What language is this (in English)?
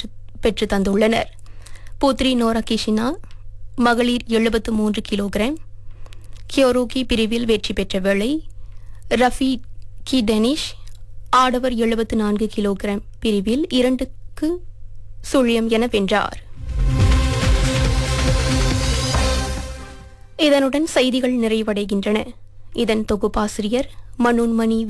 Tamil